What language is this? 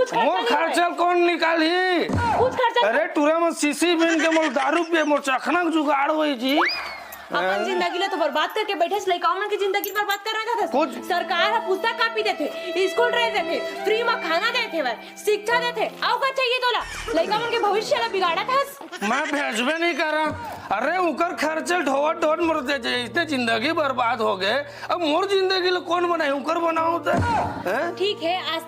Chhattisgarhi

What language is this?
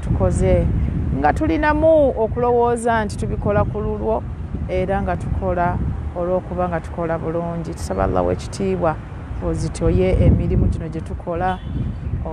Ganda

